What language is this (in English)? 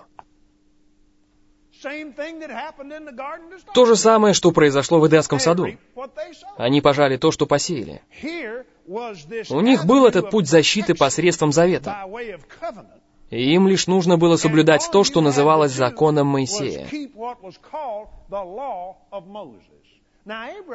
Russian